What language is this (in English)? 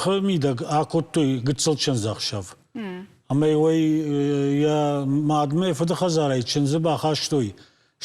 Ossetic